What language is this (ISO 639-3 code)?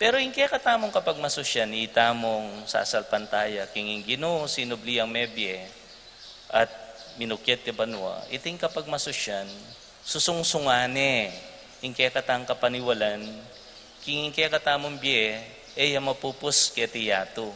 pam